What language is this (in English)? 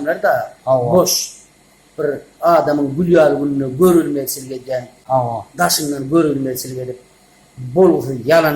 Turkmen